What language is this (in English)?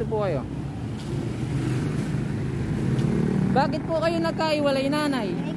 Filipino